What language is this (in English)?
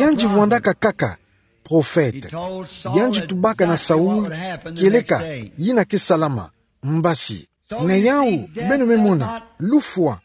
Kituba (Democratic Republic of Congo)